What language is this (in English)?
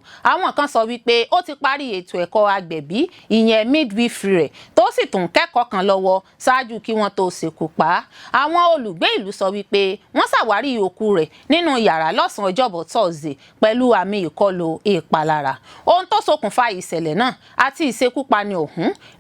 Yoruba